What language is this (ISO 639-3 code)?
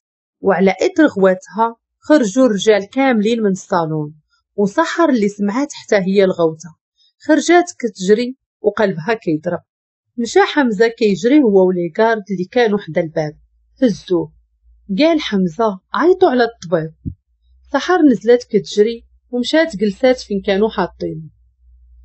ary